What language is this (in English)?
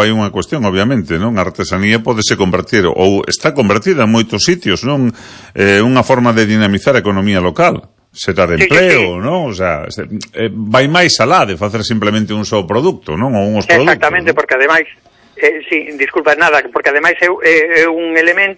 Galician